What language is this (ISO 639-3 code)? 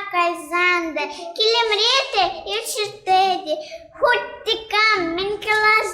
chv